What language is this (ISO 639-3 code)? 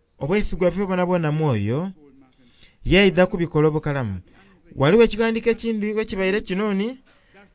xog